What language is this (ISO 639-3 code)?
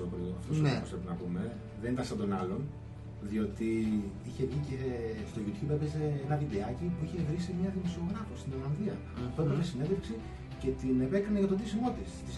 ell